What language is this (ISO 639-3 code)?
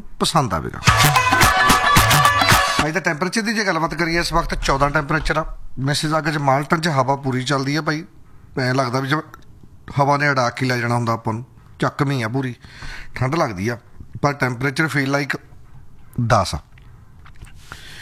pan